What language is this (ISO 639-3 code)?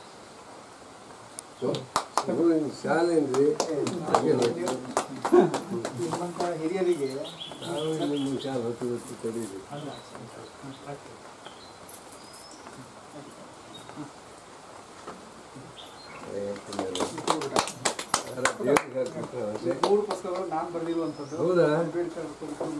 kan